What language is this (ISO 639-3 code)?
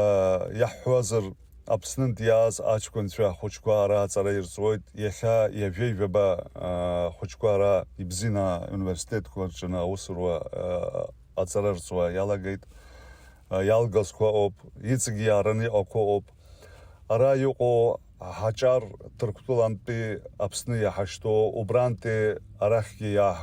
abk